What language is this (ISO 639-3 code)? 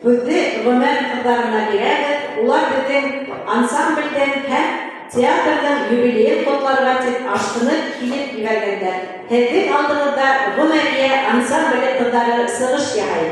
bak